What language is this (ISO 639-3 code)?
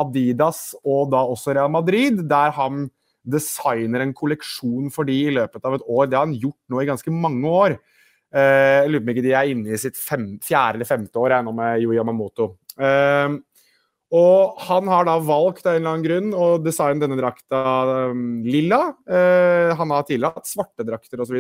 nor